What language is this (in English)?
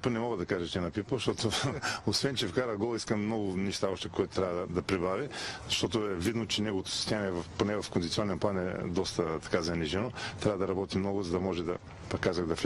Bulgarian